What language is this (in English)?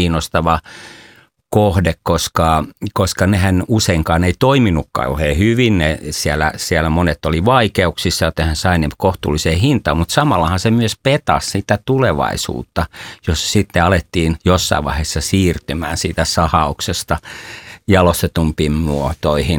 Finnish